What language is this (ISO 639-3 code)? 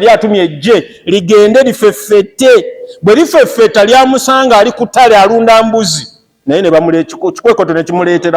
lug